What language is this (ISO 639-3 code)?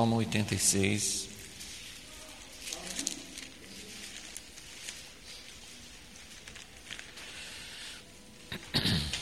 por